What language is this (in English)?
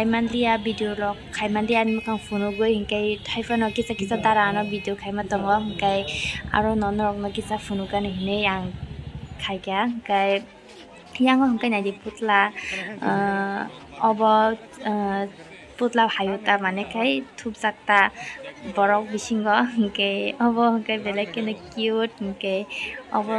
Kok Borok